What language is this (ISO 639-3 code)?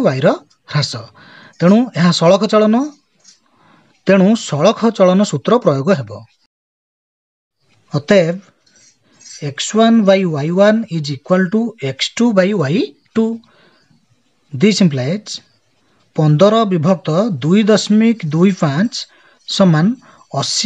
ori